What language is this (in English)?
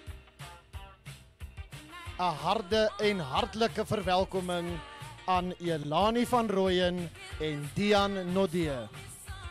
Afrikaans